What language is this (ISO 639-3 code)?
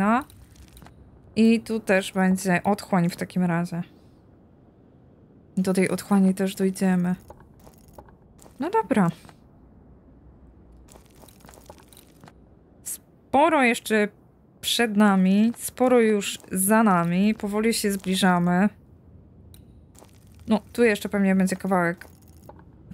pol